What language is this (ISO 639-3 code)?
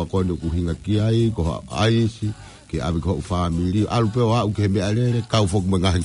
ton